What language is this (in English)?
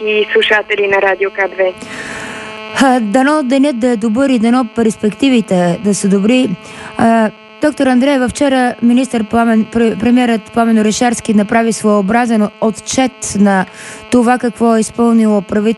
Bulgarian